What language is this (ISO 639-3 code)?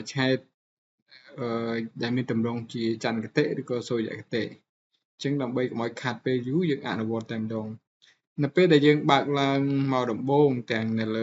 khm